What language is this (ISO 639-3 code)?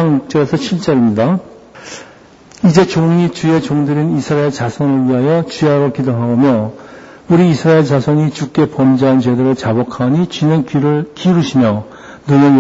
kor